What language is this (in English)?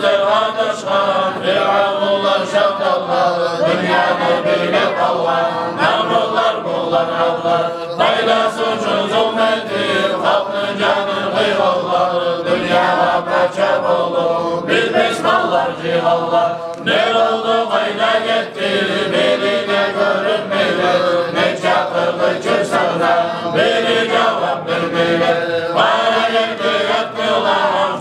Kumyk